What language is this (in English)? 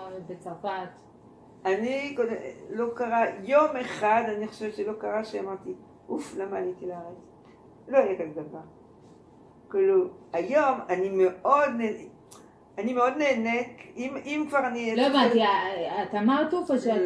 Hebrew